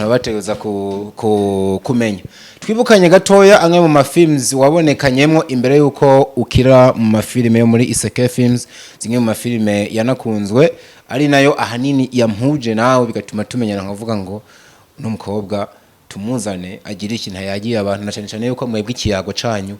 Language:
Rundi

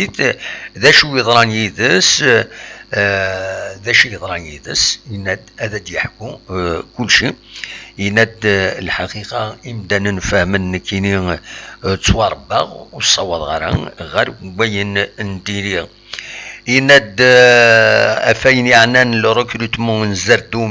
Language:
Kabyle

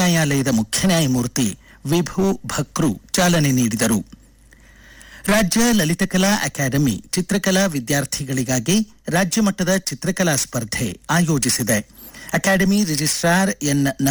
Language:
Kannada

